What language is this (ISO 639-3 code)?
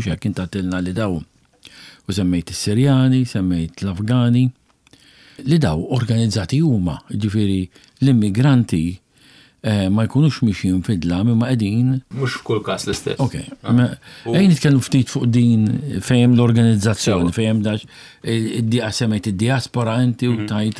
mlt